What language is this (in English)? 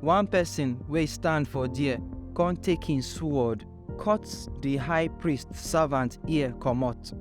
Nigerian Pidgin